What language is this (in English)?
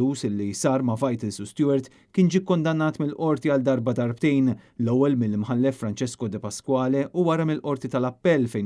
Maltese